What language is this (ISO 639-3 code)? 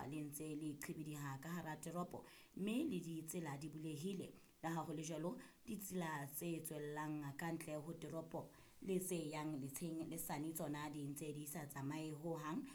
sot